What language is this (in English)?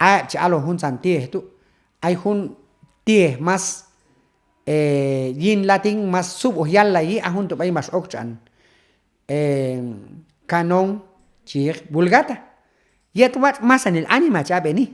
Q'anjob'al